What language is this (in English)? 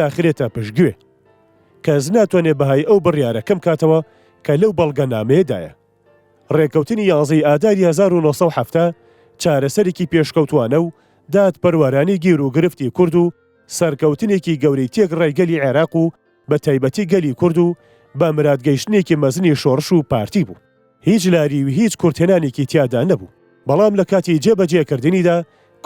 Central Kurdish